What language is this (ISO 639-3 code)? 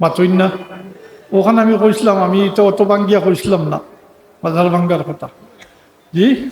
syl